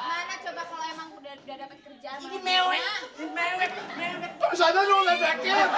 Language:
Betawi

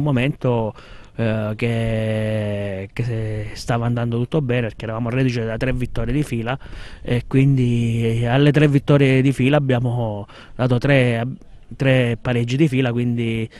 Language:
Italian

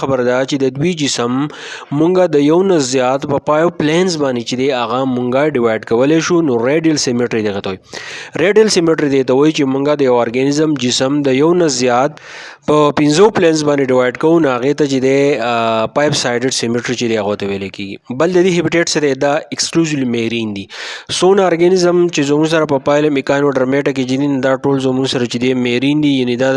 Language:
Pashto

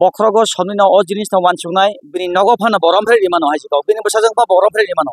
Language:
Kok Borok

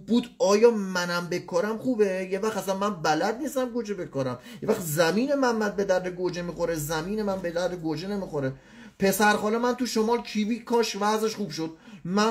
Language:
Persian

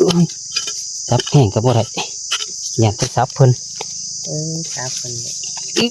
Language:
Northeastern Thai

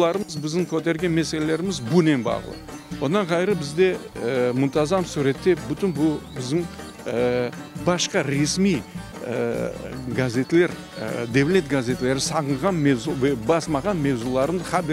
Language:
Crimean Tatar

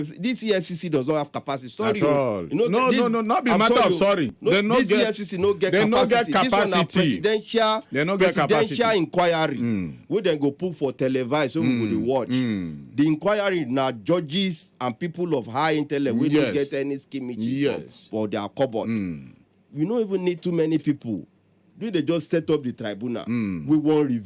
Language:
Nigerian Pidgin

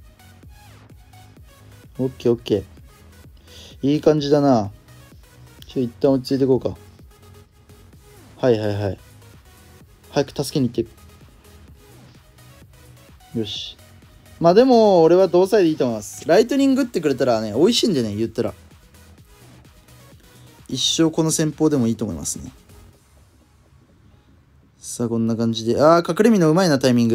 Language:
Japanese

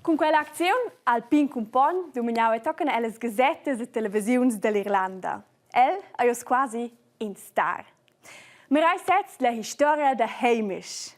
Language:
Romansh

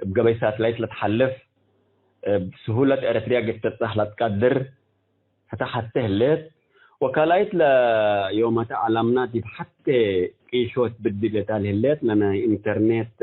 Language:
Tigre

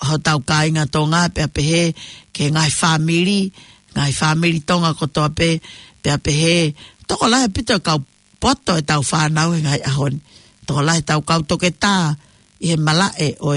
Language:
Tongan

